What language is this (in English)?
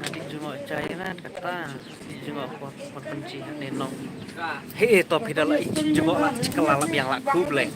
Khasi